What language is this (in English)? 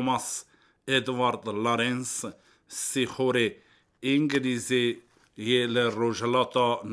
Kurdish